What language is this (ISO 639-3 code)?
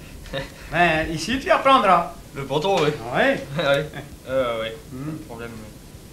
fra